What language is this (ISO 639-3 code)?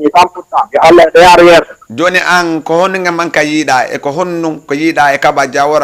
ful